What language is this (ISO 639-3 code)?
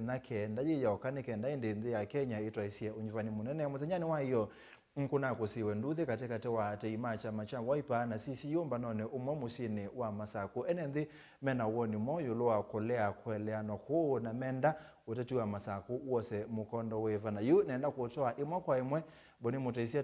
kam